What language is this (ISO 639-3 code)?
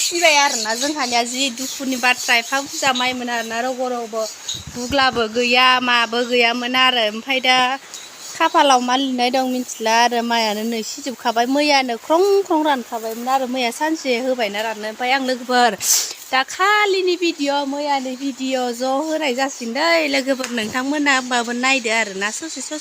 brx